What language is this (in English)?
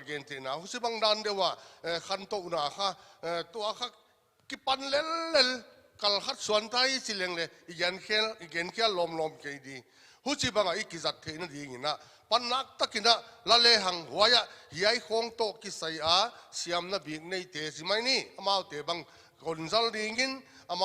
Paite Chin